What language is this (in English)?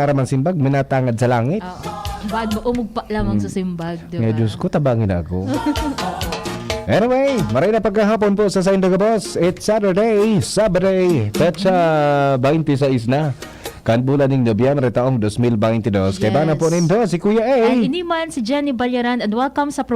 Bikol